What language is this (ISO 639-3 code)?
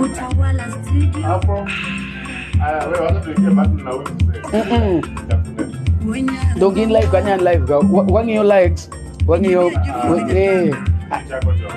luo